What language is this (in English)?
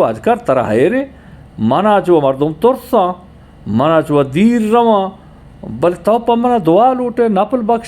Eastern Balochi